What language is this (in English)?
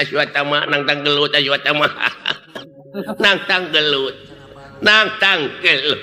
Sundanese